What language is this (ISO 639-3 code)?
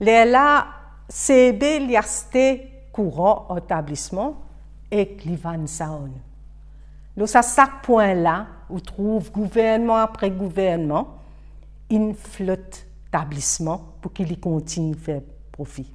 mfe